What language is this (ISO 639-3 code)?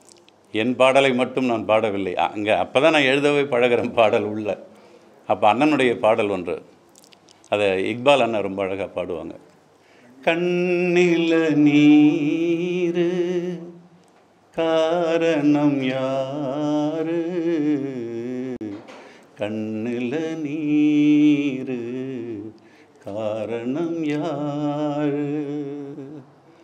tam